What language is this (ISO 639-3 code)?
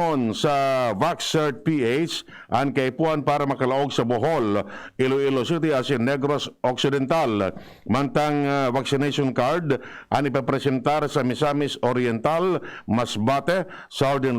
bik